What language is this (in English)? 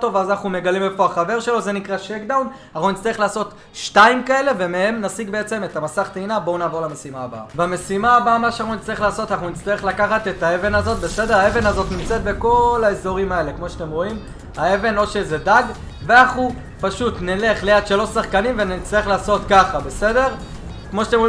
Hebrew